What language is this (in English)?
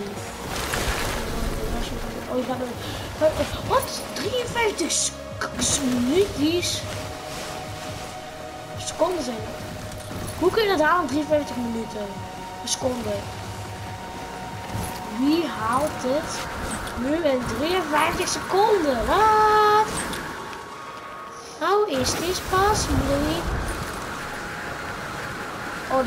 Dutch